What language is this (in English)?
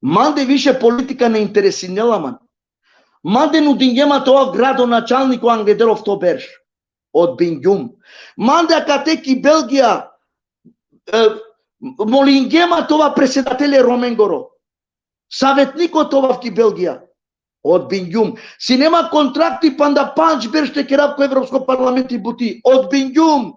Balkan Romani